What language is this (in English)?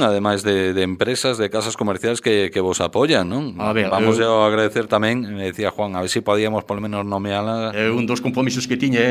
Galician